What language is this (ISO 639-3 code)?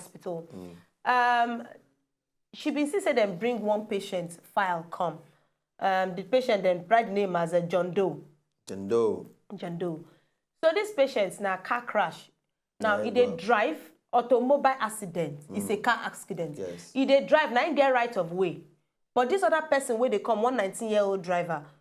pcm